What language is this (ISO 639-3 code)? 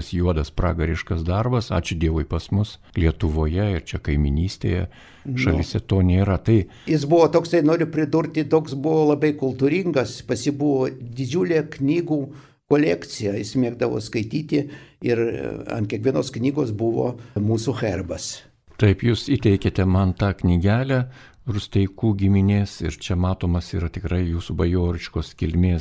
lit